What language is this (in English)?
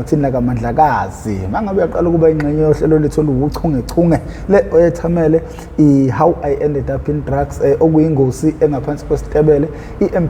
Zulu